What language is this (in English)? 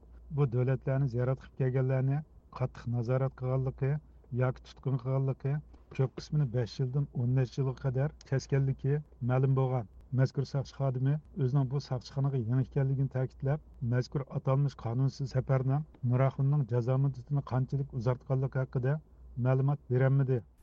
Uyghur